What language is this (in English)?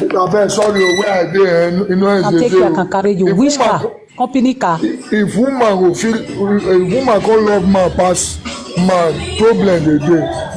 Nigerian Pidgin